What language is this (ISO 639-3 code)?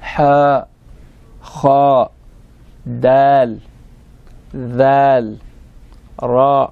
orm